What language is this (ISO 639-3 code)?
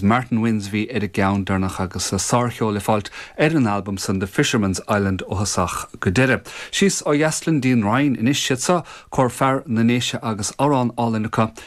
gle